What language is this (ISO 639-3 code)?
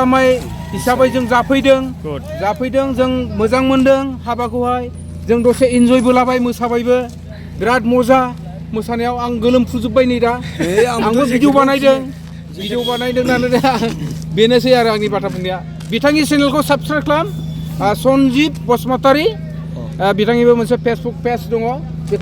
brx